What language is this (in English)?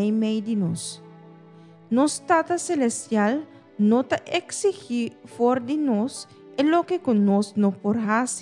Papiamento